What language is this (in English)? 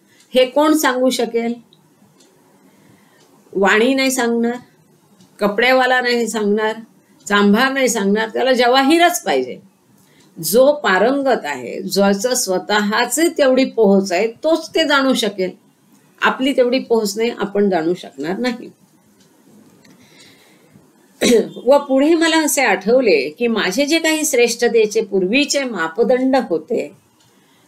Marathi